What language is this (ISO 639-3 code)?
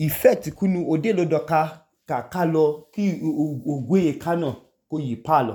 idu